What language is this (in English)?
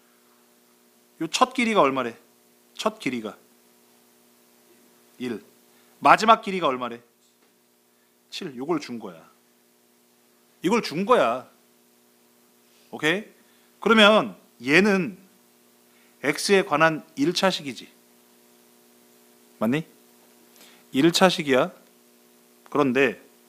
Korean